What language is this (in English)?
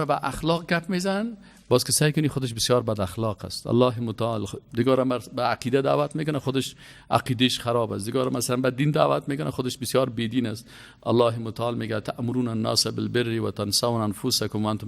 Persian